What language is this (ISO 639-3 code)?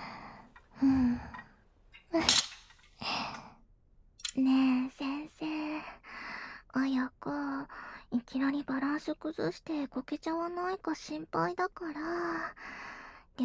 jpn